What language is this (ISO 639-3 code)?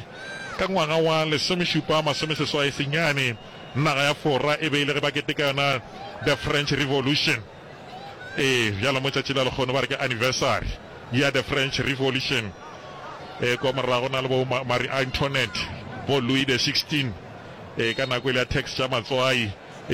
nso